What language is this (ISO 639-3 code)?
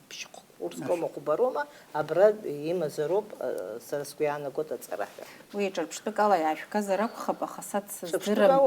abk